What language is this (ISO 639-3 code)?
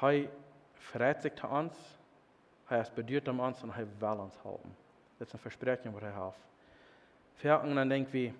pdt